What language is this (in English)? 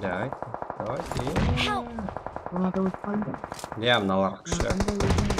Kara-Kalpak